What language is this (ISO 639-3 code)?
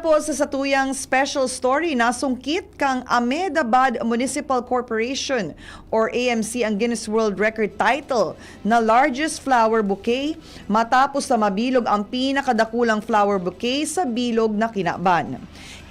bik